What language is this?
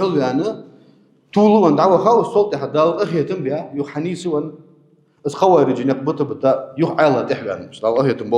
Ingush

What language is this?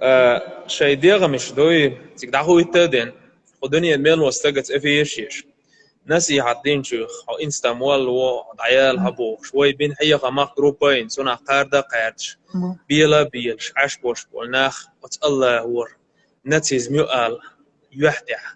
Chechen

